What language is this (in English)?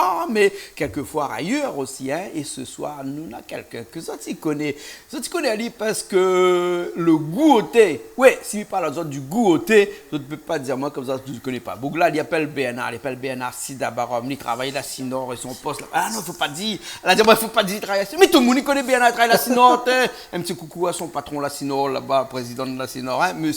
Réunion Creole French